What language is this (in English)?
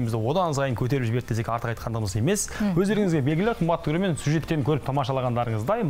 Kazakh